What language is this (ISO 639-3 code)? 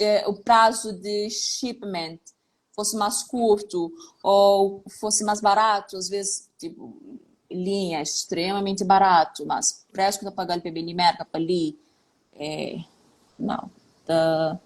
kea